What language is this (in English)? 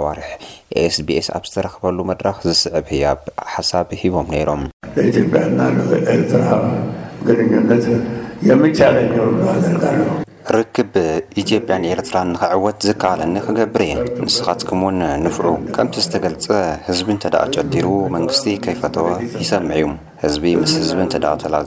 Tigrinya